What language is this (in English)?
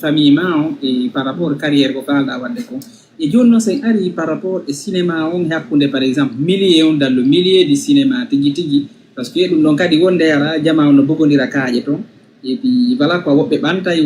Fula